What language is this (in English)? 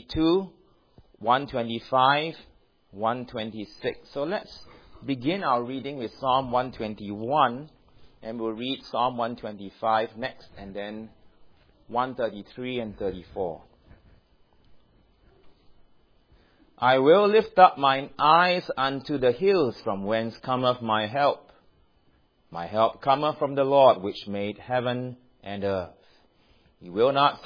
English